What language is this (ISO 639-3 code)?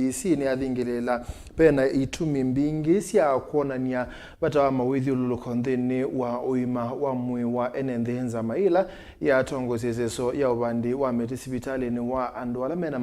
kam